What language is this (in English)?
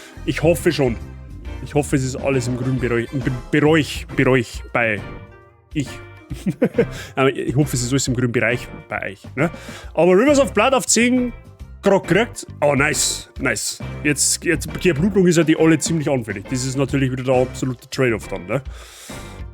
Bavarian